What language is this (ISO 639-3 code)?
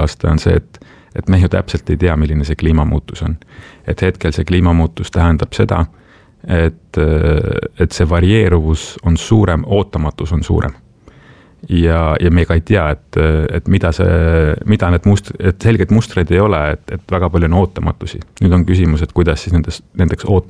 est